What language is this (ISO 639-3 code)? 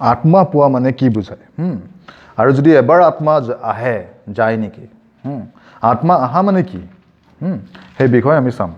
asm